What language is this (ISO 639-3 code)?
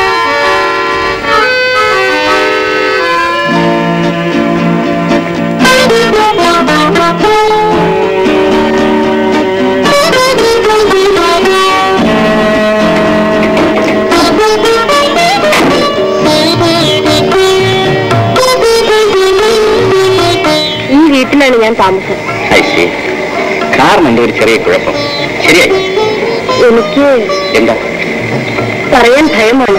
mal